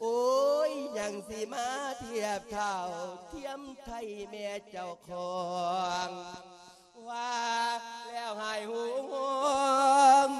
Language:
Lao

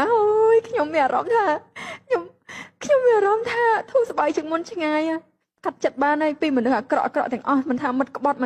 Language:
Khmer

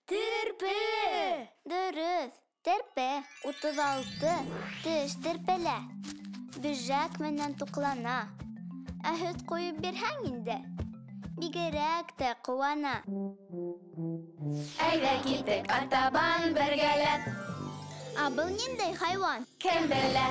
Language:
Bashkir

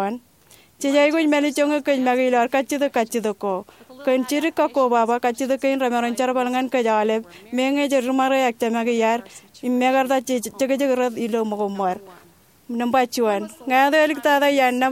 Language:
Marshallese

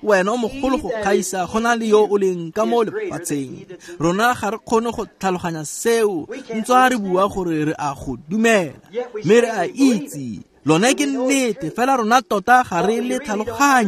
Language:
Tswana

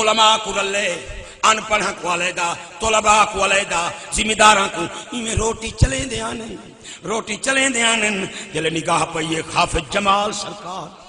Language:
Saraiki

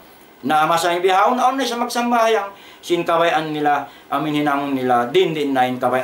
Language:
Tausug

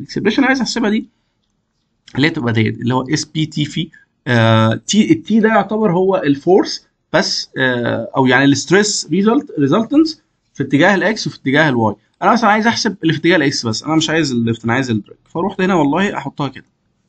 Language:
Egyptian Arabic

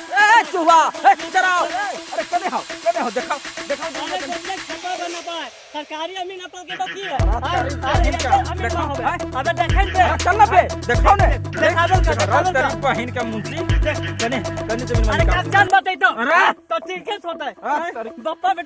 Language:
Magahi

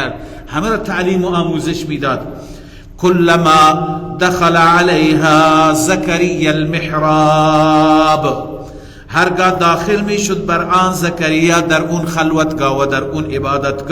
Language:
Persian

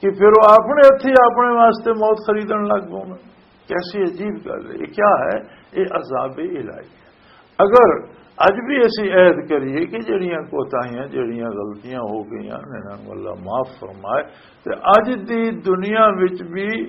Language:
Western Panjabi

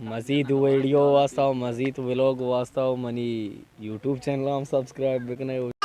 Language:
Baluchi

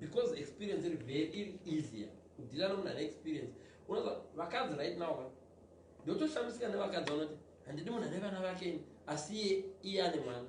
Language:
Shona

